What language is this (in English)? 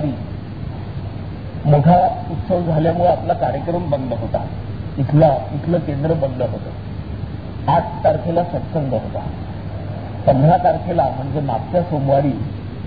Marathi